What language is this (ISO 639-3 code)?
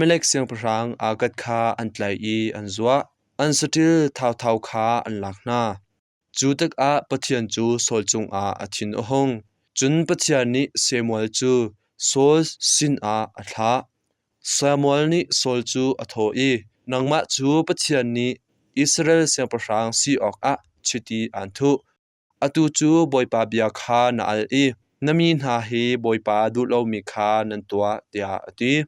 cnh